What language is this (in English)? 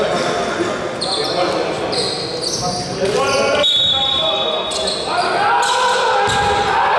Greek